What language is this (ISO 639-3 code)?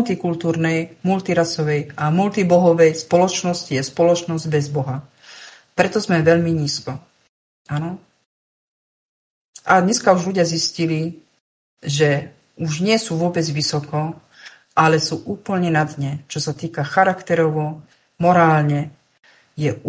slk